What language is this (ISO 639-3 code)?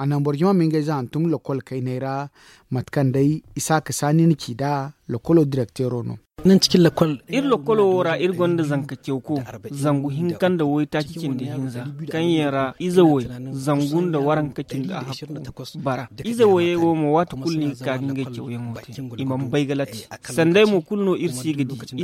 dje